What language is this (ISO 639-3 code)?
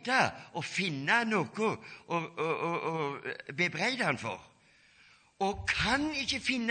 nor